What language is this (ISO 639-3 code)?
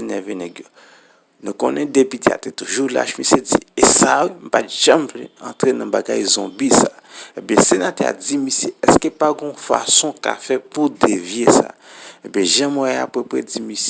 hat